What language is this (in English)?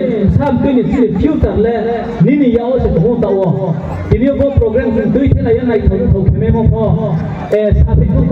Riang (India)